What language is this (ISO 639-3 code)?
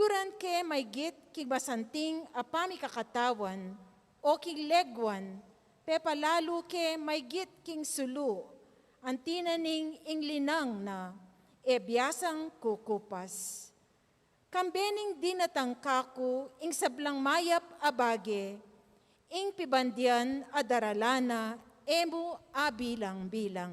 pam